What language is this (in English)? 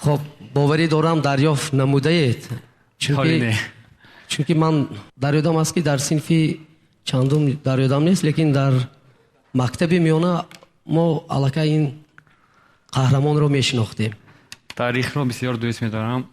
Tajik